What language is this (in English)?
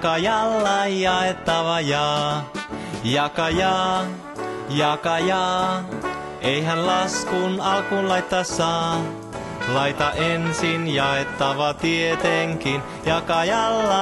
Finnish